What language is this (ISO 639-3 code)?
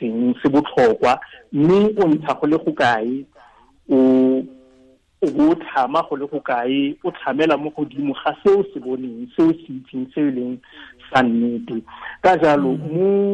tsn